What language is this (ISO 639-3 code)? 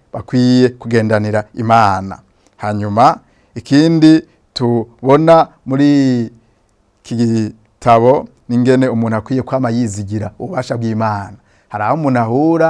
run